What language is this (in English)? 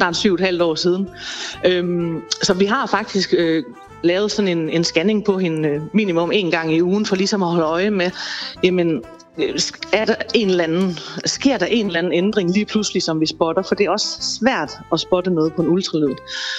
Danish